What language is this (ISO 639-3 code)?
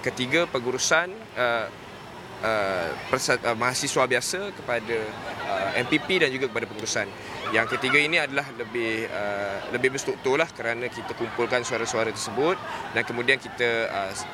msa